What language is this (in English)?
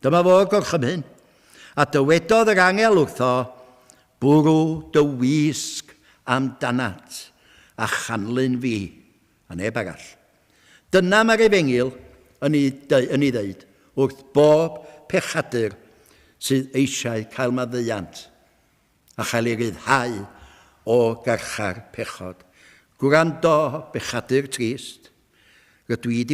Welsh